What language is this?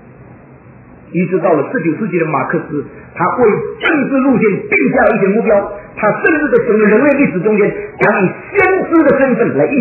Chinese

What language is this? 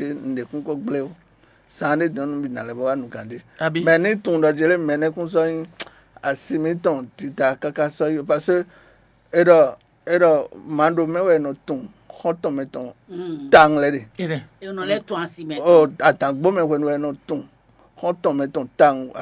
Fon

